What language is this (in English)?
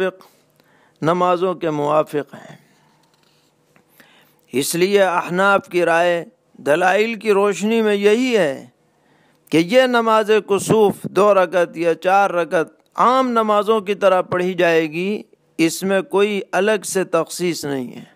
Urdu